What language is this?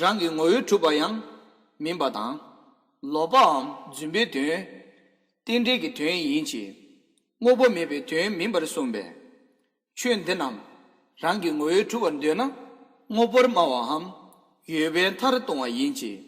Tibetan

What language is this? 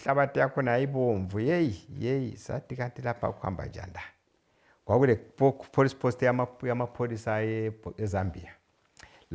North Ndebele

